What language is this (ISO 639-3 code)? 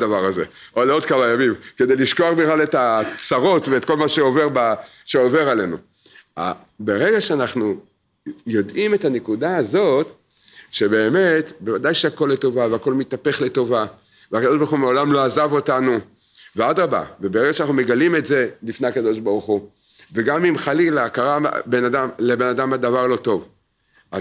heb